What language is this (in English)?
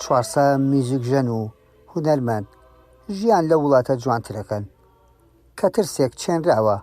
Central Kurdish